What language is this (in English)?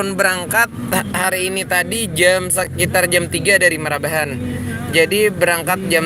Banjar